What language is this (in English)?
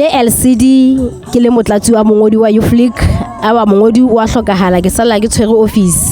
Southern Sotho